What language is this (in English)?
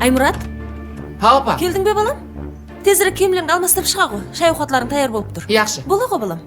Kara-Kalpak